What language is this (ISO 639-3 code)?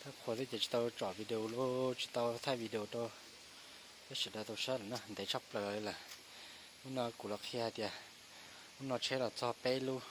hmn